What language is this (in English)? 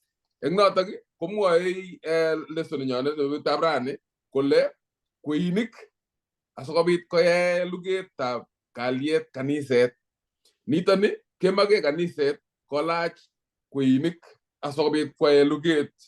Kalenjin